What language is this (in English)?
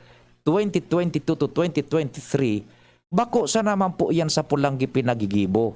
Bikol